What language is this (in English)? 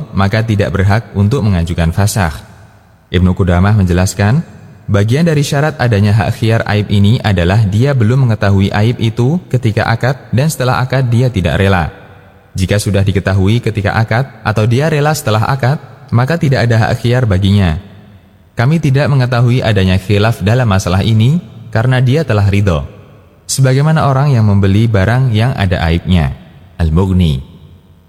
Indonesian